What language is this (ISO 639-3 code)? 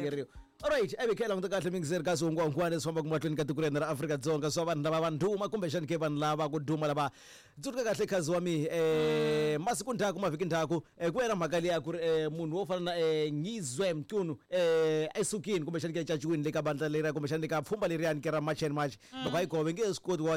tso